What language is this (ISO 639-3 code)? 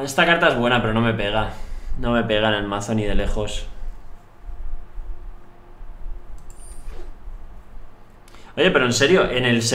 spa